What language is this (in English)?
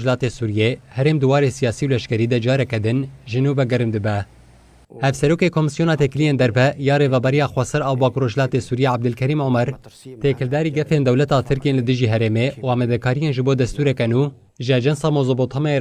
Kurdish